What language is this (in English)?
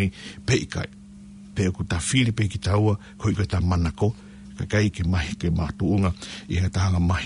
Tongan